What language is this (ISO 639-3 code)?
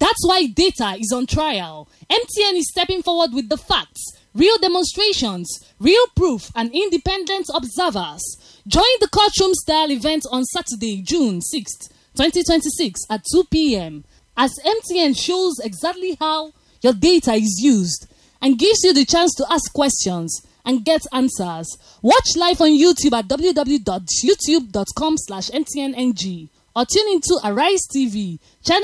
eng